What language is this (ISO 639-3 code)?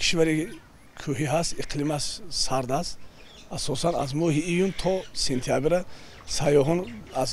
tgk